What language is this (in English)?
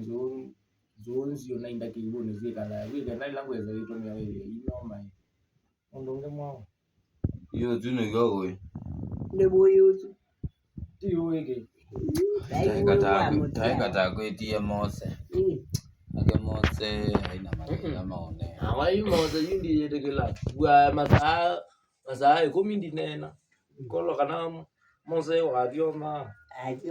Kamba